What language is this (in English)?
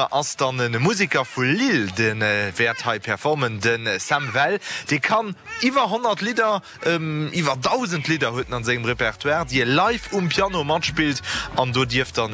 Luxembourgish